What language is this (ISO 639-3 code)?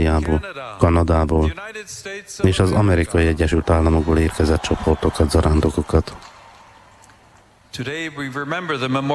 hun